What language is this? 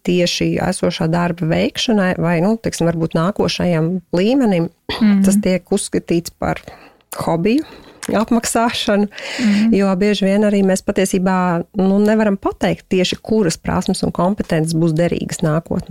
Latvian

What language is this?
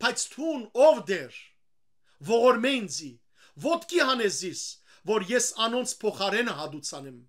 Western Armenian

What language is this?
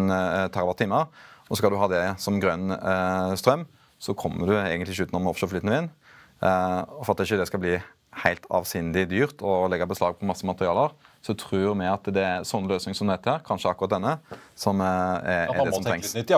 Norwegian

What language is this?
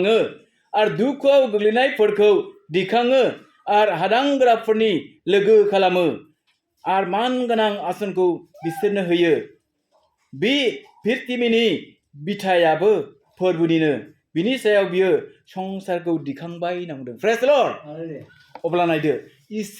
Bodo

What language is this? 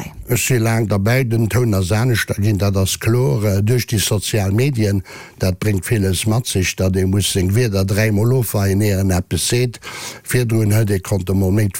Luxembourgish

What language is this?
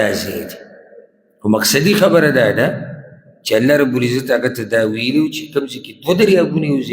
Pashto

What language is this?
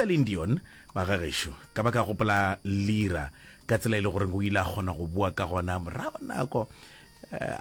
Northern Sotho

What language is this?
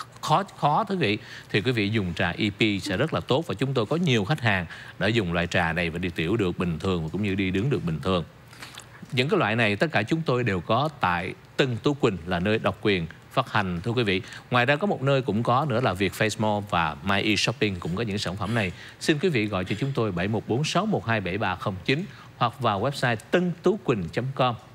Vietnamese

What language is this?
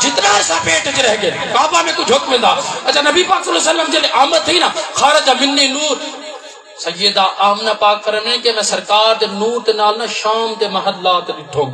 Saraiki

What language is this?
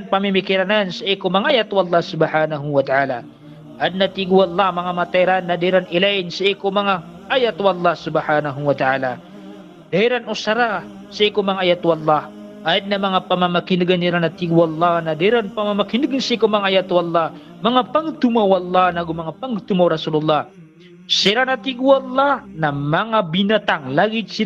Maranao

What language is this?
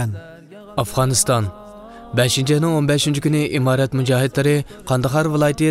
Uyghur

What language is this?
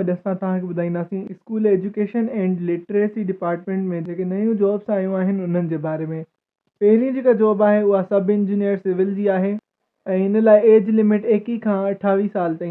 Sindhi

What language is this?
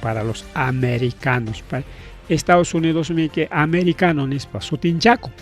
Ayacucho Quechua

